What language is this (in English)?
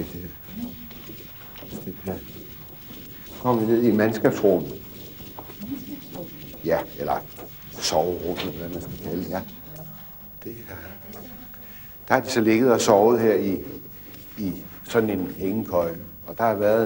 Danish